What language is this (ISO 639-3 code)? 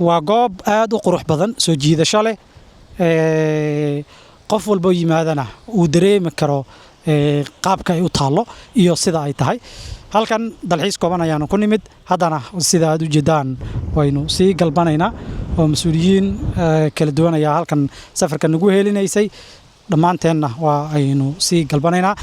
som